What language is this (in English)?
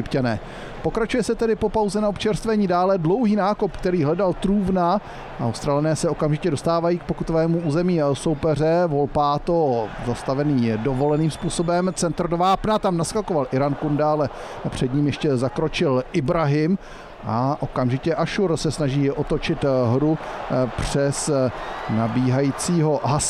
Czech